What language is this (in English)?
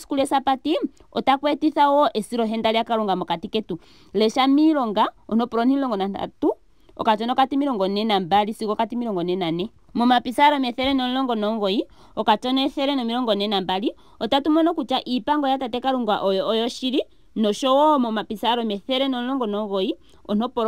Ndonga